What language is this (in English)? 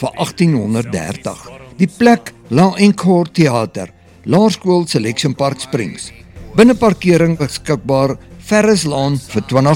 Afrikaans